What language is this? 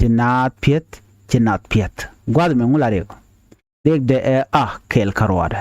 Nuer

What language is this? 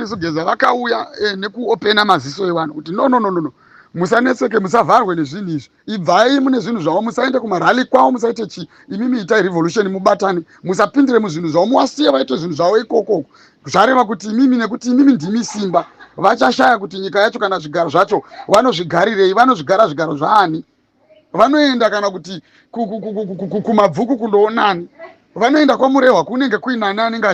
Shona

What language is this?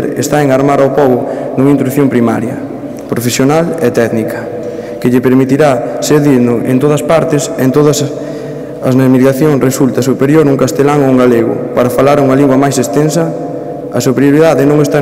Galician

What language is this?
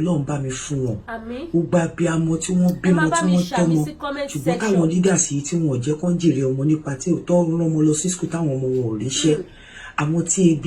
Yoruba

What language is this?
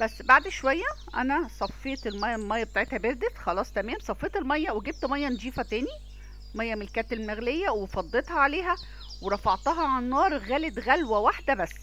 Egyptian Arabic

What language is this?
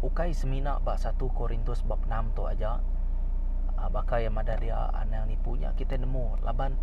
Iban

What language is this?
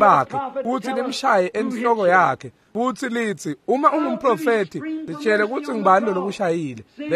Swati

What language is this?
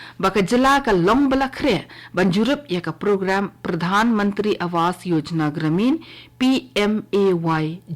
Khasi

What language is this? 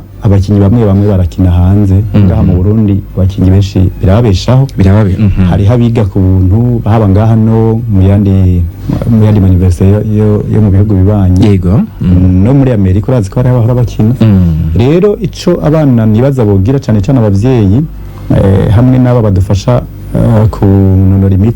Rundi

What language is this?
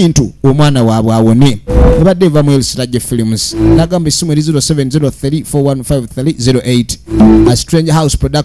Ganda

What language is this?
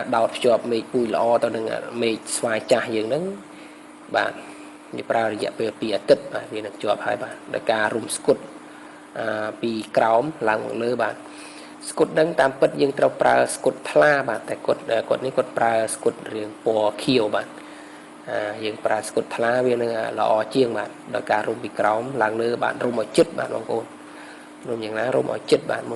Khmer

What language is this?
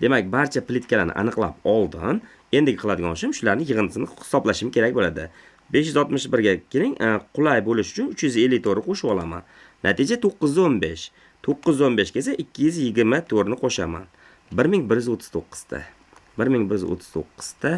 Uzbek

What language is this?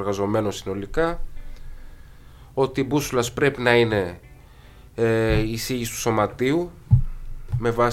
Greek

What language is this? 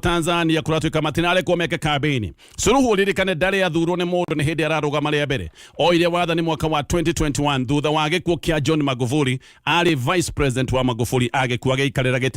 Kikuyu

